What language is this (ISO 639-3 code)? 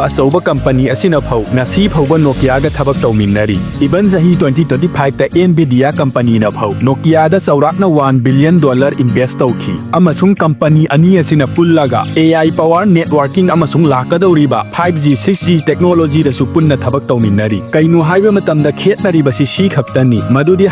mni